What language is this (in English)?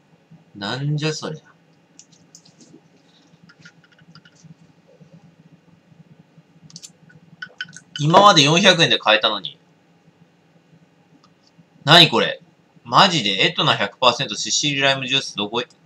Japanese